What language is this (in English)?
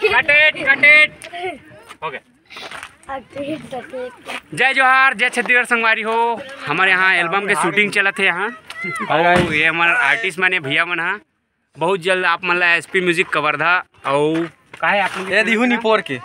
Chhattisgarhi